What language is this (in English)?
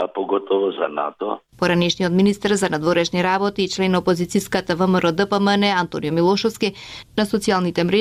Macedonian